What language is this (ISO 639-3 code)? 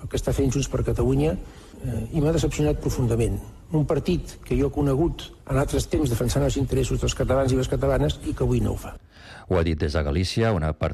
cat